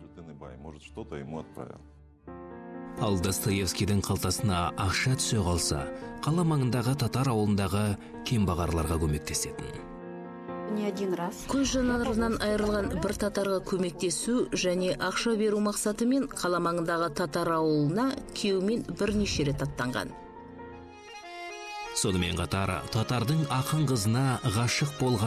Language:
Kazakh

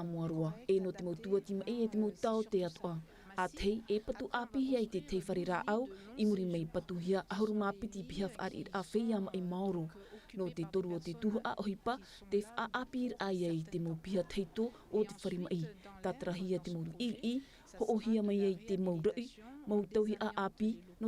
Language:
Tahitian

